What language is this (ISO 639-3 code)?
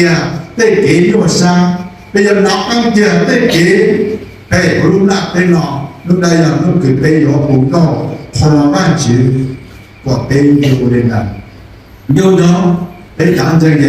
hmn